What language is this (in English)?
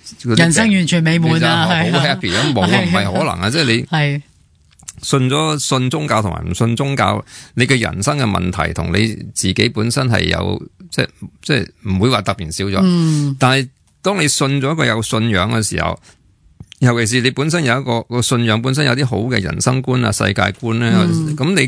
Cantonese